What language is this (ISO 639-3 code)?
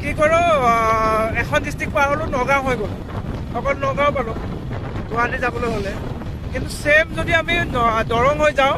asm